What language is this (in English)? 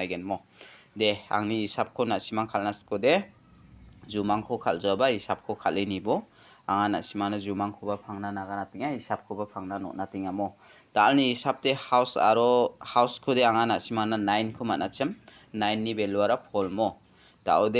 Garo